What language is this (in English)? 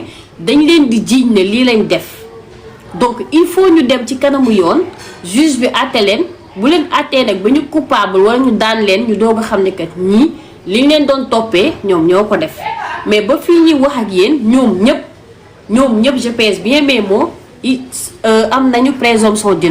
Wolof